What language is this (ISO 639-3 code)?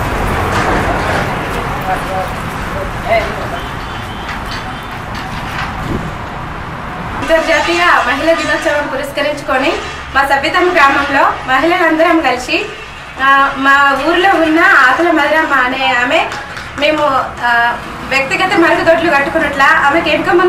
tel